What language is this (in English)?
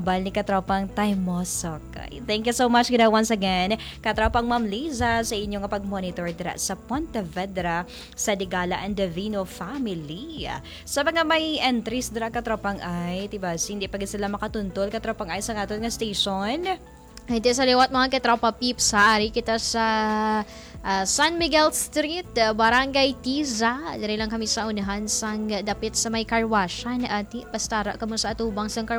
Hiligaynon